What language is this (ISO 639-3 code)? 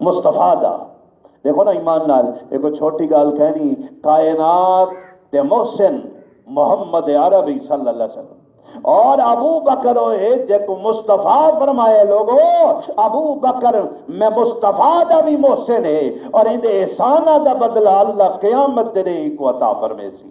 skr